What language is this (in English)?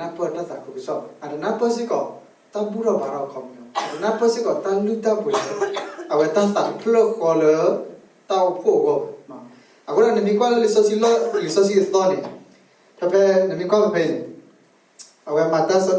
S'gaw Karen